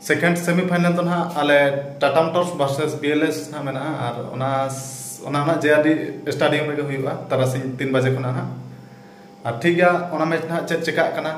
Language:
Santali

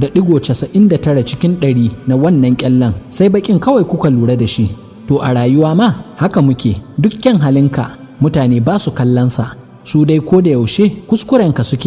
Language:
Hausa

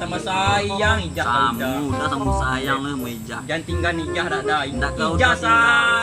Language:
Minangkabau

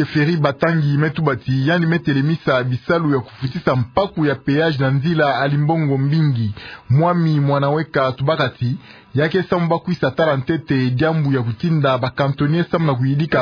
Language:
Kituba (Democratic Republic of Congo)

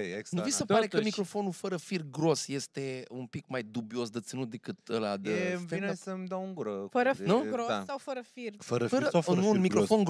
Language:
Romanian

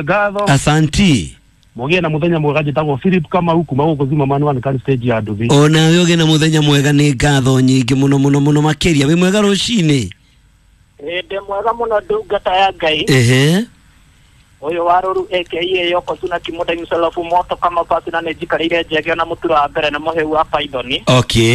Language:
Kikuyu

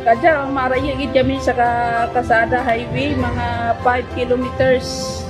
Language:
Kinaray-a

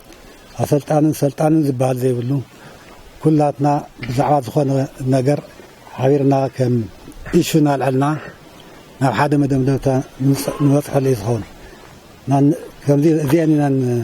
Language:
Tigrinya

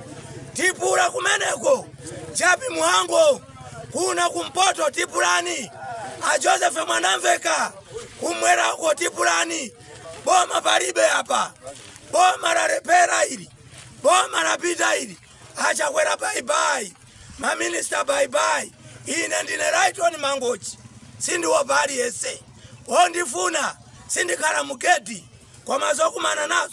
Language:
Nyanja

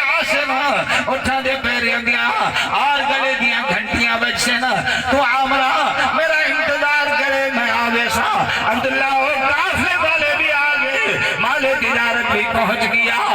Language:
Saraiki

